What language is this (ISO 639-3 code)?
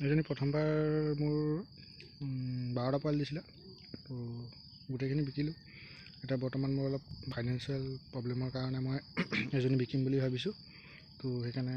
asm